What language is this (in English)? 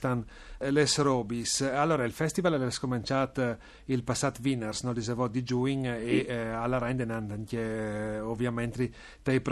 Friulian